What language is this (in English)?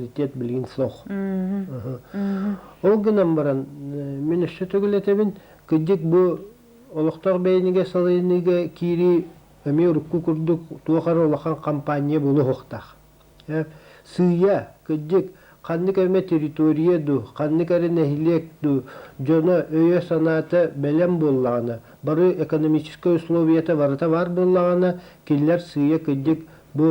Yakut